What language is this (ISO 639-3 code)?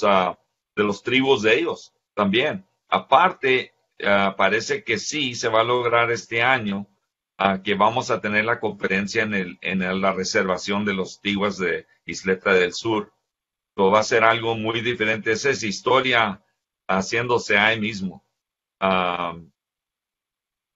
spa